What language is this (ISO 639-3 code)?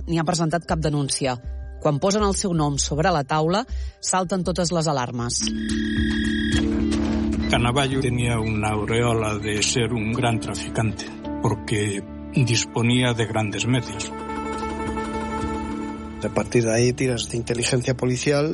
cat